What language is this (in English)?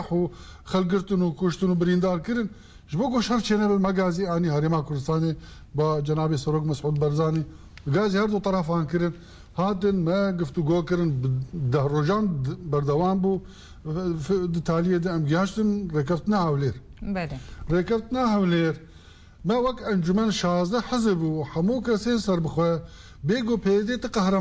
Kurdish